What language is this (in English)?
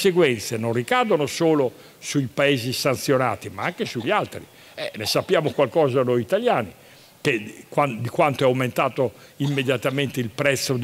Italian